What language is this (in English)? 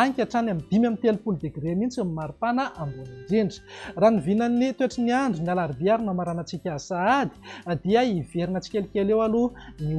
Malagasy